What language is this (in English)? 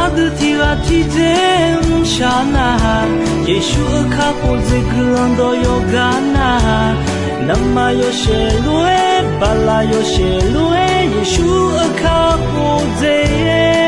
Akha